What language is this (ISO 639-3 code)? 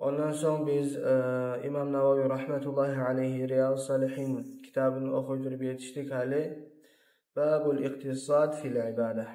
kum